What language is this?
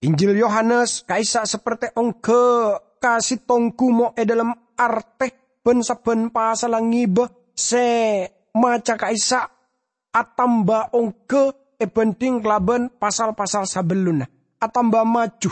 Madurese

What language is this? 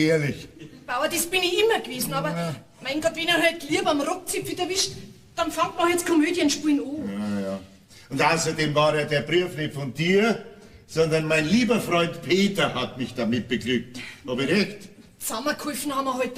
Bavarian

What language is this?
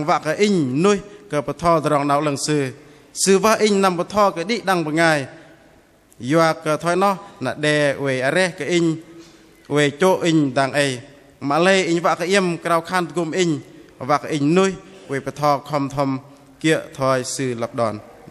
Bahnar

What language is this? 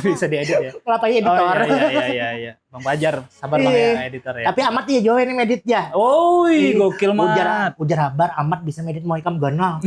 Banjar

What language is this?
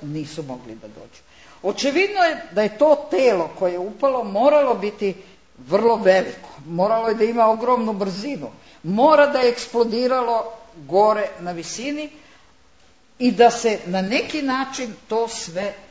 Serbian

